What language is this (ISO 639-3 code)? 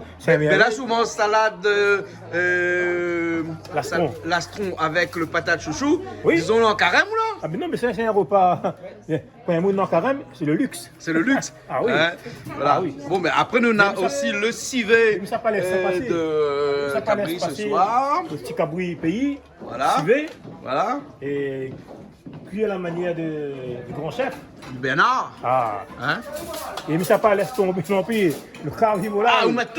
rcf